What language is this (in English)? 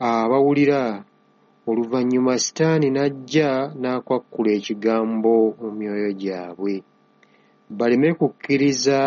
Ganda